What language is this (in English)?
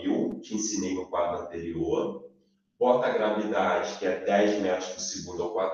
Portuguese